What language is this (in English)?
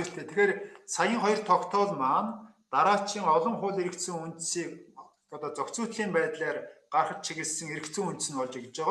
Mongolian